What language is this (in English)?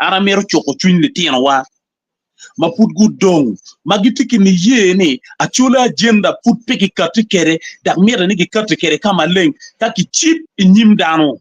Acoli